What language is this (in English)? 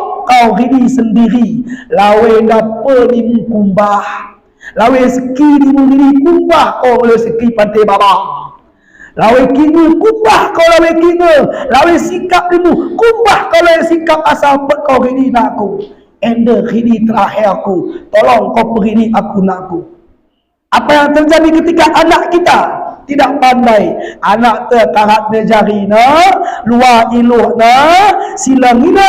Batak Alas-Kluet